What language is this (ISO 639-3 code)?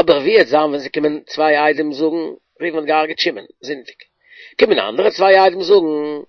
yid